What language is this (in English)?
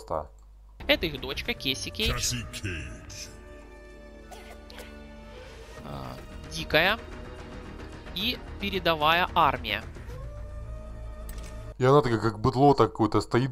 Russian